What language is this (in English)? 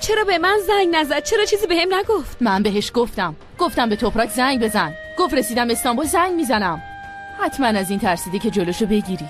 Persian